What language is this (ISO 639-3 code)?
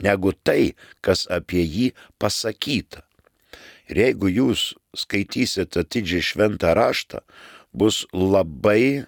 lit